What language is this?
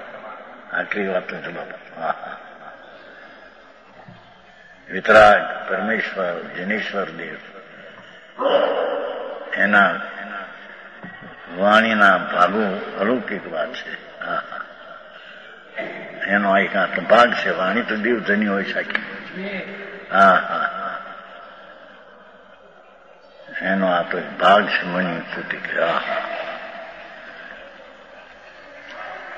Gujarati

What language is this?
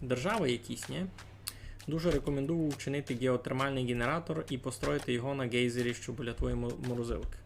Rusyn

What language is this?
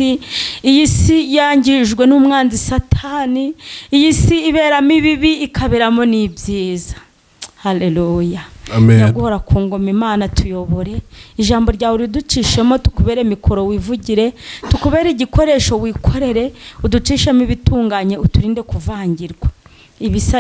Kinyarwanda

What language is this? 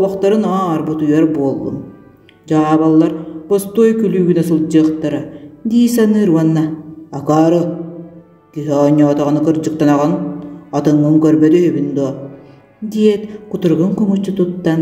Yakut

